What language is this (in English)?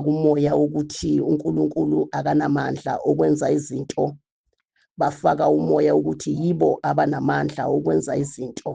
Zulu